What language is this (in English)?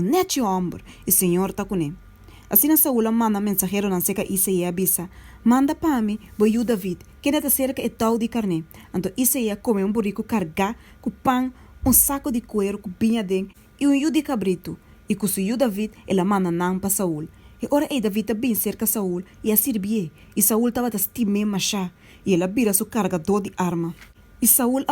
Papiamento